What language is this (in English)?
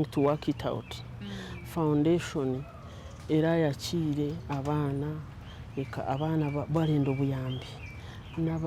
Nyankole